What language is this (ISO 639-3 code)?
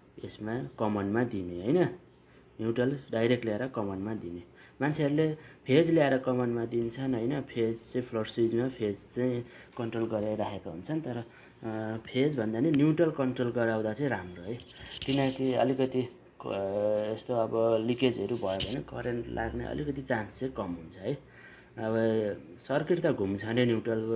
nep